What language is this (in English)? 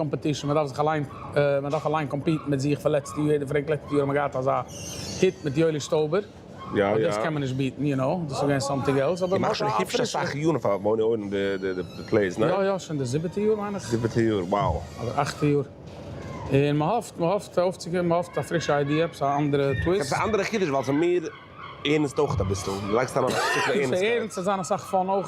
Yiddish